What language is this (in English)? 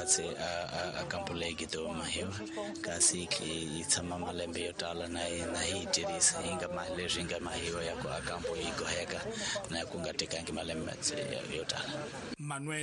Tsonga